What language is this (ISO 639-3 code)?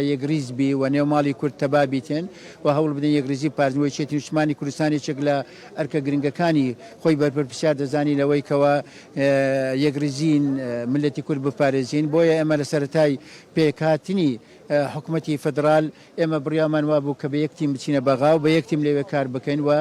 ckb